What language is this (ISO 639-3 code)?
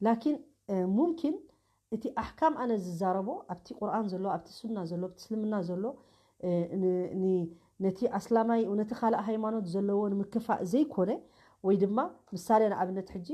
tir